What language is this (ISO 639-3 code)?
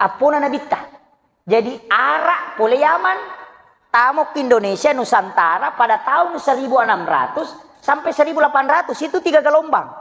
bug